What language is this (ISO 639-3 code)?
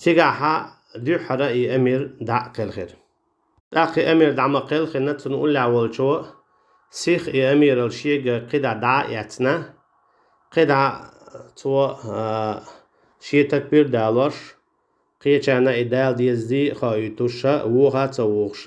che